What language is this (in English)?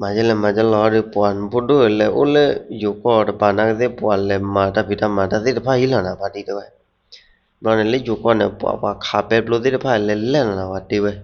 S'gaw Karen